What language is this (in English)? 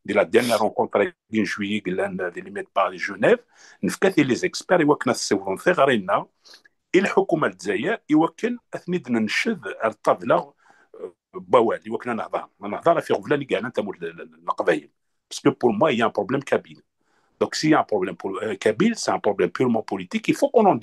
Kabyle